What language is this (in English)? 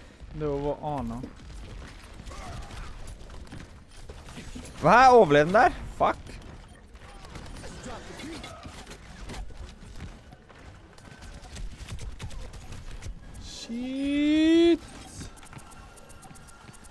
Norwegian